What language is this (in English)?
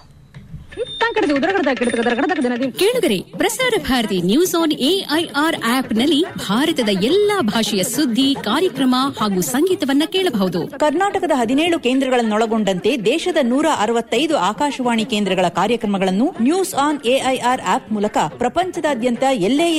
Kannada